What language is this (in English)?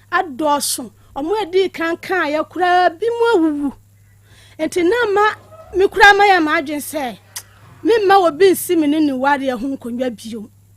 Akan